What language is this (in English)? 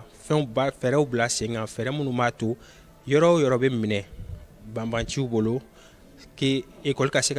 Bambara